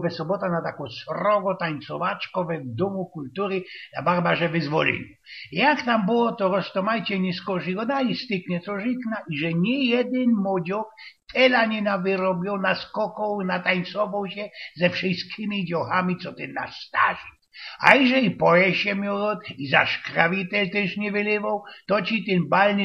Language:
Silesian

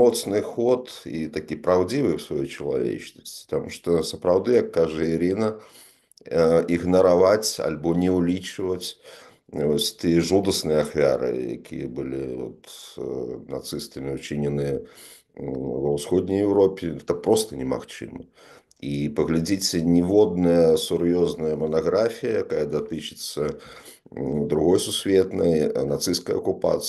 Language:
Belarusian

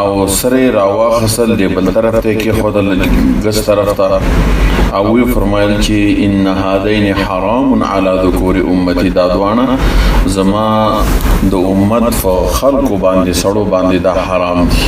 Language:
Pashto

